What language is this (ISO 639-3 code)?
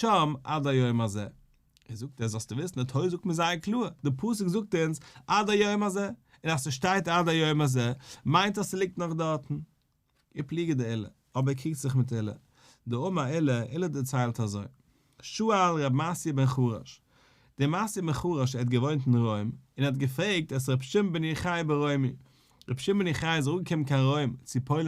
yid